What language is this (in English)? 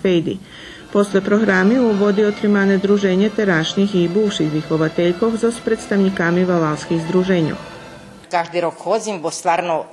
Rusyn